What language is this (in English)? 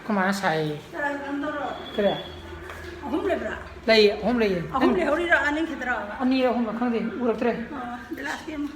Manipuri